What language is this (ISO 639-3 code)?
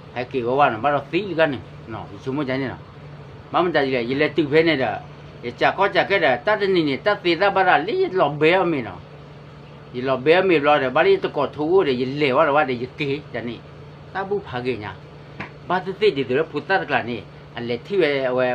ksw